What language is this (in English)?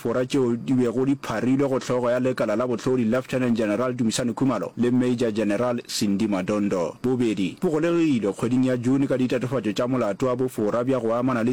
Northern Sotho